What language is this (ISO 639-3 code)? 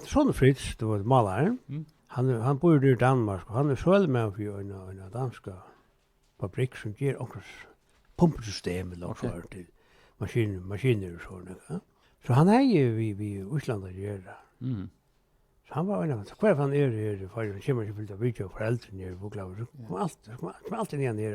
fao